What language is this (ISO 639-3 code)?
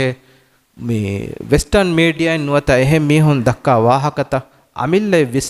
div